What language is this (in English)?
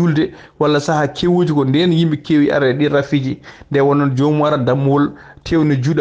Fula